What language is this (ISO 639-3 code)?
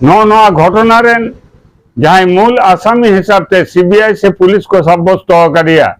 sat